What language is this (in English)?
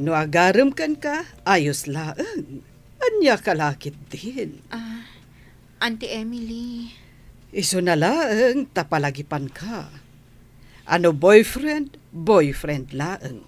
Iloko